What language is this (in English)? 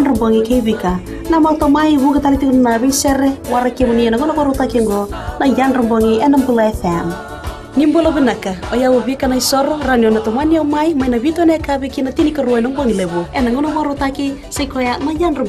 Fijian